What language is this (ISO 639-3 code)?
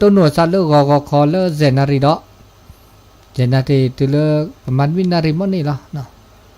ksw